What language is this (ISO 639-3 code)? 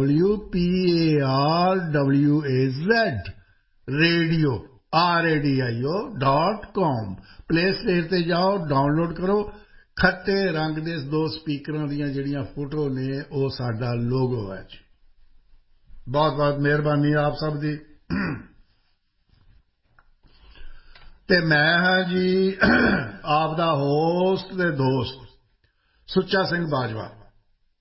pan